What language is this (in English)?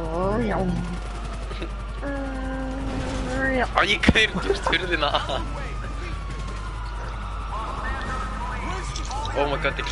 Icelandic